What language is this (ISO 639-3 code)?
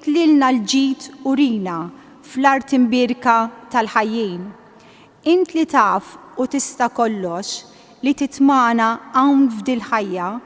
mlt